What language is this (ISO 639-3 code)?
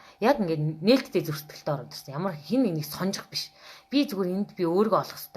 mon